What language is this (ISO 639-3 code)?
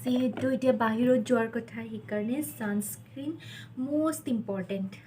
asm